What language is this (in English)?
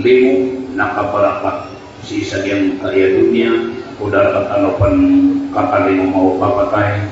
Maranao